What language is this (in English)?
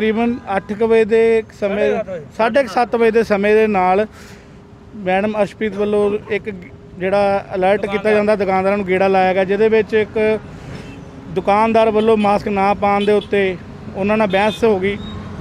Punjabi